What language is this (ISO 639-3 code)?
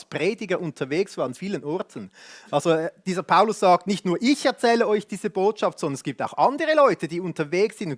gsw